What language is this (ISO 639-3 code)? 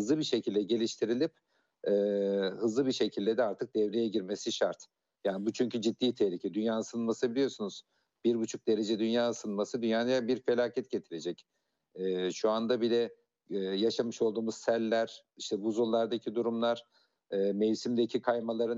tur